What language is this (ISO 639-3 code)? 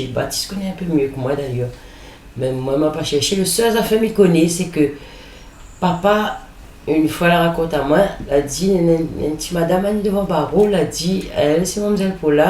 rcf